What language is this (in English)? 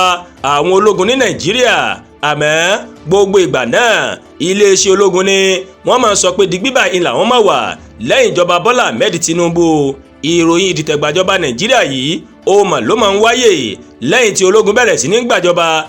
Yoruba